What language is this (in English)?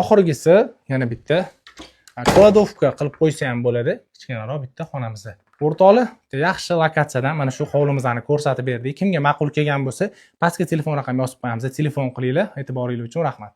Uzbek